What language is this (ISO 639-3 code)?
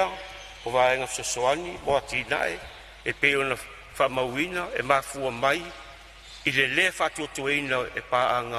smo